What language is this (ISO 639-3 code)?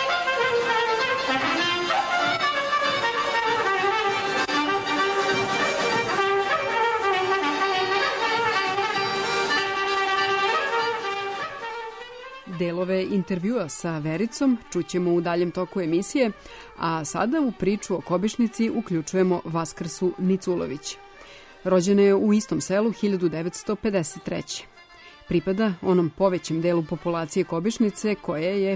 srp